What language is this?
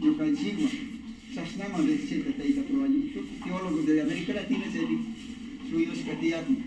Imbabura Highland Quichua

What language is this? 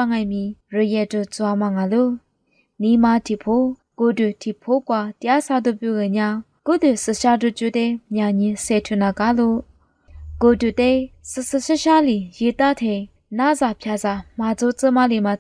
Lisu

